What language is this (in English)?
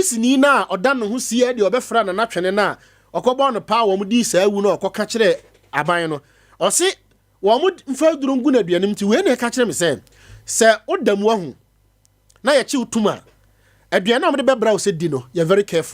Akan